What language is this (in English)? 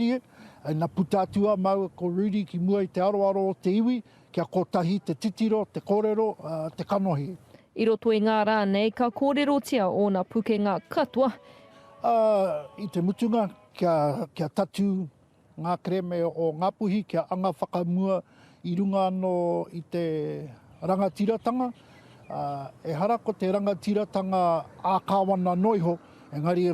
Māori